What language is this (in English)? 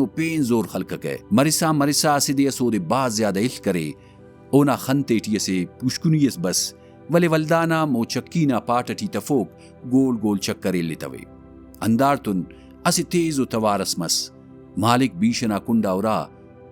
Brahui